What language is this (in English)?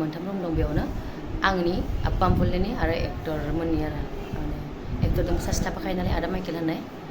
Bodo